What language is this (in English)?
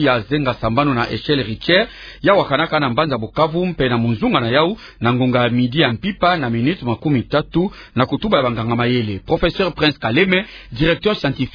Kituba (Democratic Republic of Congo)